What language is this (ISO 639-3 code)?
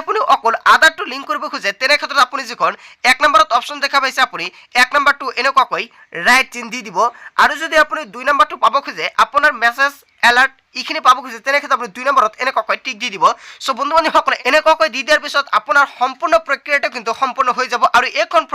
asm